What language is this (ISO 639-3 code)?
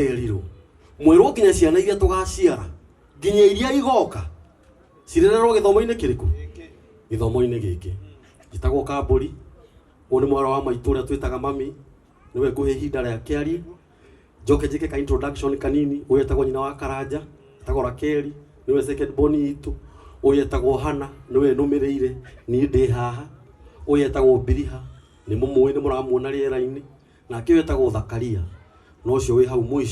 kik